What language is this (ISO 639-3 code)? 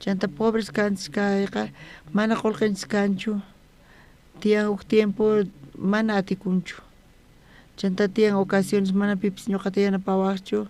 quh